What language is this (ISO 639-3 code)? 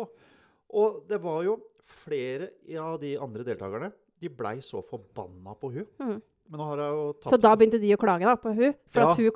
nor